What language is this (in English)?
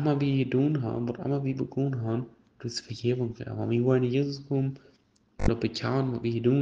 Plautdietsch